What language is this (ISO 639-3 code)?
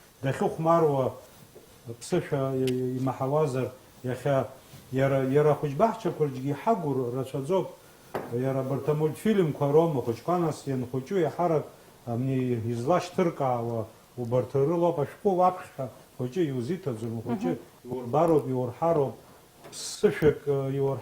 abk